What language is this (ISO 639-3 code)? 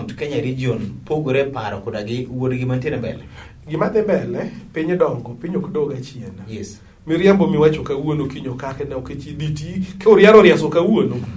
luo